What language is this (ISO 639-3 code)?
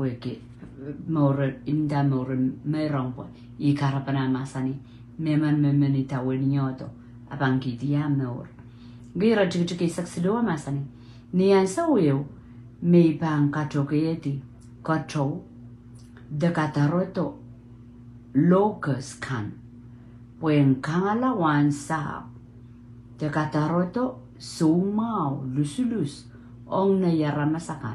pon